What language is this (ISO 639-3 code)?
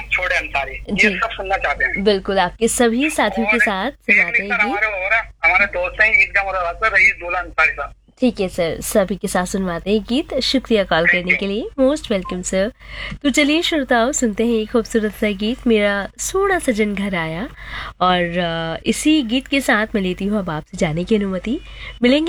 hin